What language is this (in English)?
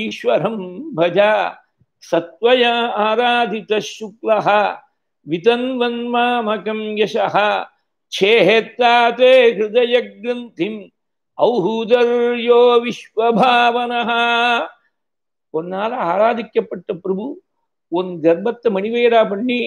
Tamil